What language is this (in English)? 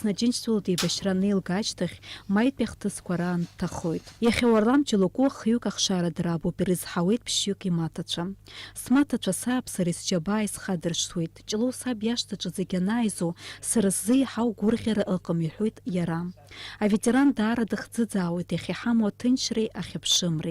Abkhazian